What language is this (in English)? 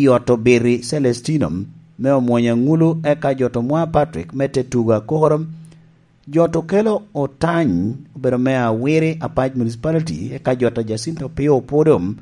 Lango (Uganda)